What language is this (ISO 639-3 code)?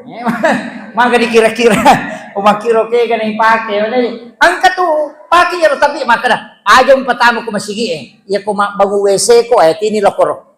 bug